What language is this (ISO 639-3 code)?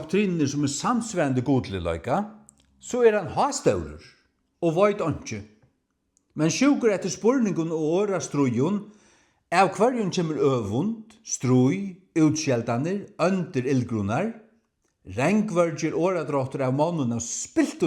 fao